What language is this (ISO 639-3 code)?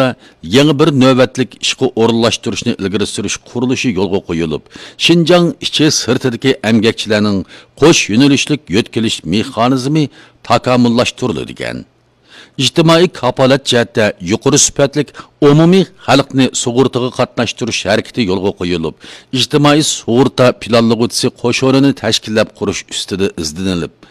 uig